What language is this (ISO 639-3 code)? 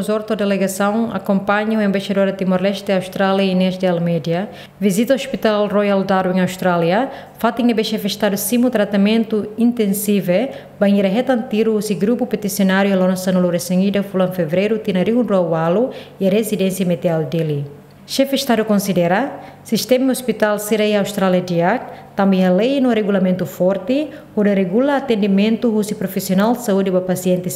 tet